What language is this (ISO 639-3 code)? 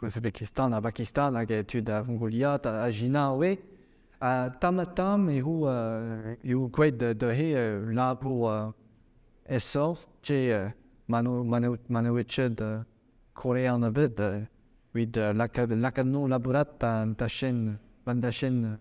bre